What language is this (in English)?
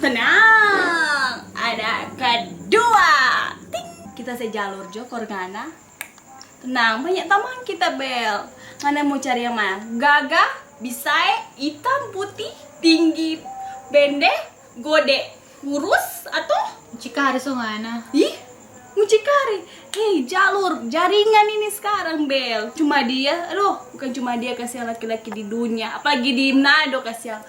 Manado Malay